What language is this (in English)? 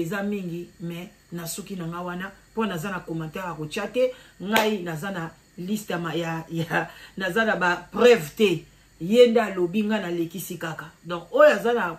Lingala